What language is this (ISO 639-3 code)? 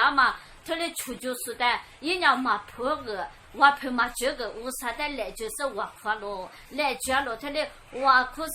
lis